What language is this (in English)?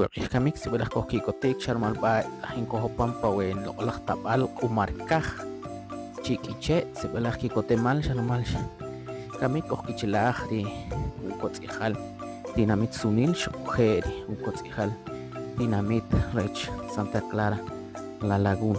Kʼicheʼ